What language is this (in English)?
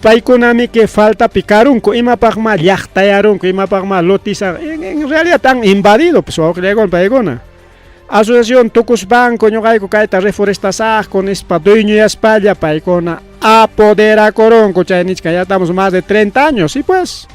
Ayacucho Quechua